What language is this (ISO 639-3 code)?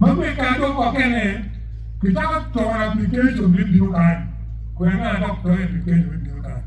ach